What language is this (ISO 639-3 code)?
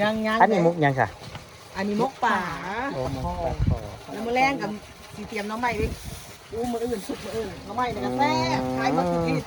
tts